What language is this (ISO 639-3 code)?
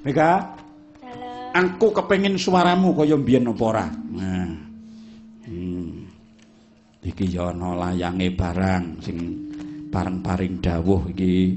jav